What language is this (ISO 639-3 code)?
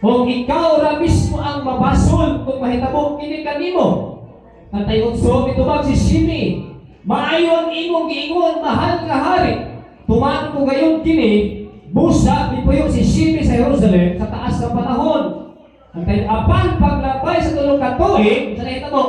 ceb